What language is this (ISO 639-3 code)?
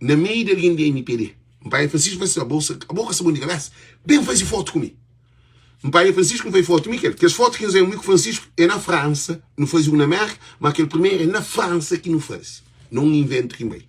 kea